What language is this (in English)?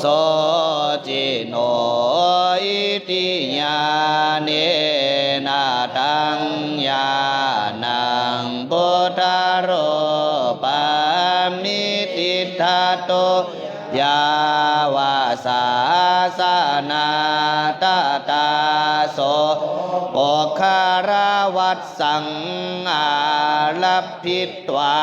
Pali